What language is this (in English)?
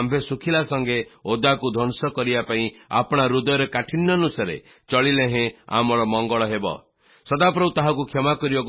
Odia